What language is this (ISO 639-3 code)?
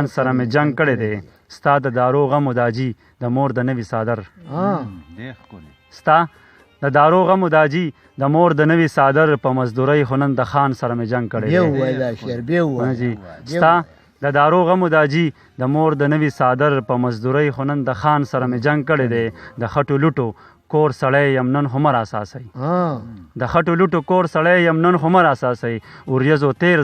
pus